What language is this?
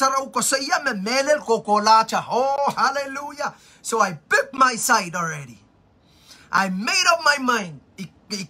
Pohnpeian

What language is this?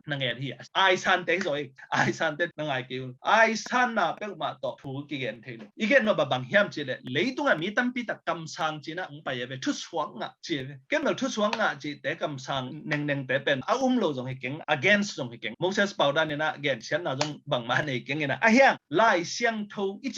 Tedim Chin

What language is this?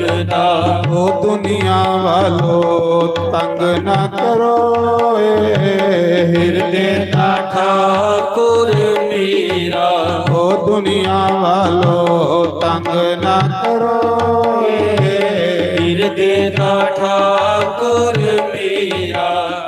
Dogri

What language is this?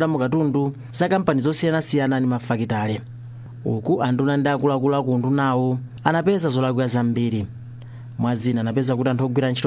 Nyanja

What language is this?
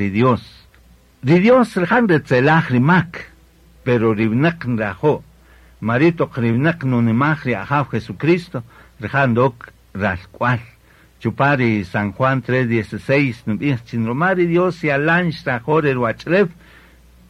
Kaqchikel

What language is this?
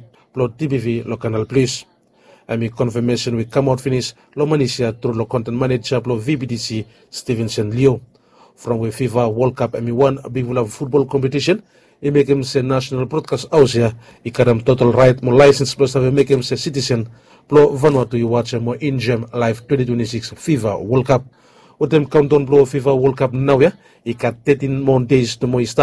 Bislama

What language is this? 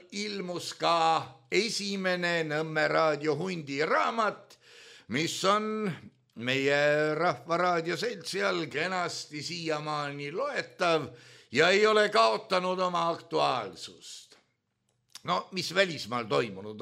Estonian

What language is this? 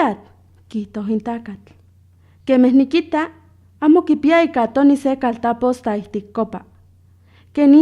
Highland Puebla Nahuatl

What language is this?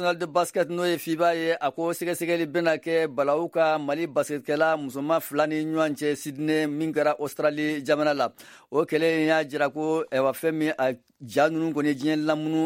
Bambara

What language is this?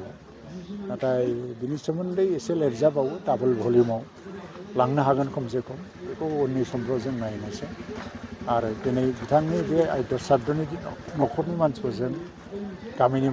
Bodo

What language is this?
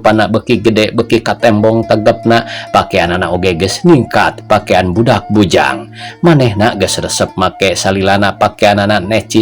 Sundanese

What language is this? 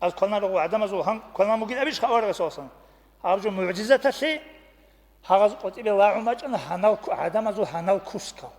Avaric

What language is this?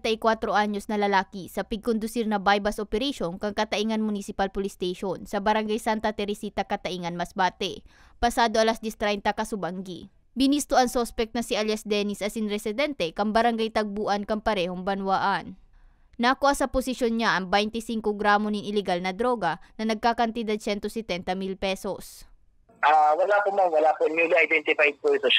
Bikol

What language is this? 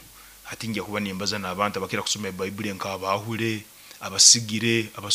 Nyoro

